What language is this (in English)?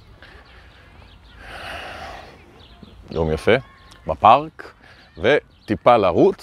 Hebrew